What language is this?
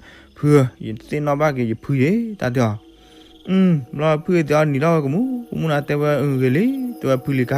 S'gaw Karen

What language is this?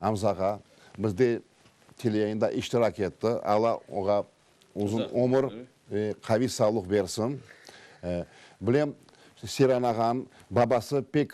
Crimean Tatar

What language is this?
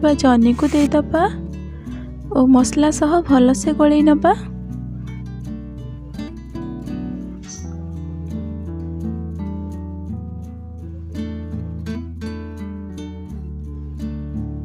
Odia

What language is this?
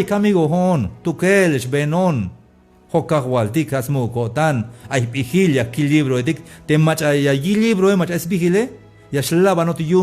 Tzeltal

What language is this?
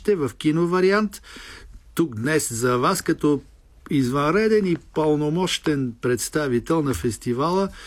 Bulgarian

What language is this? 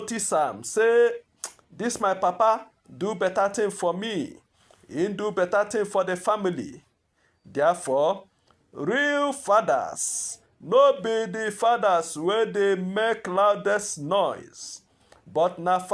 Nigerian Pidgin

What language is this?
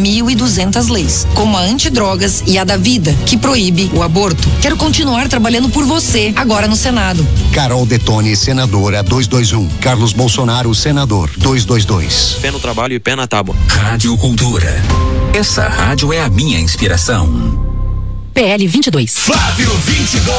Portuguese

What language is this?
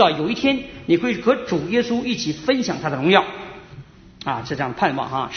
Chinese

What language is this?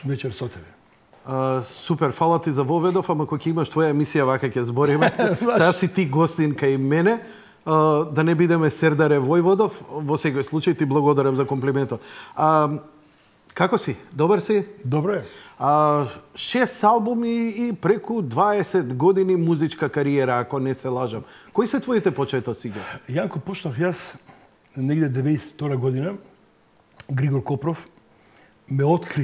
Macedonian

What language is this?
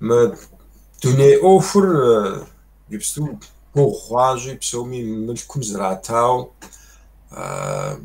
Kabardian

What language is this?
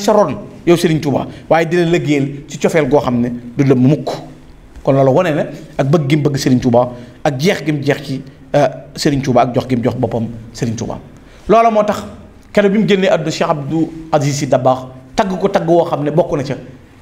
Wolof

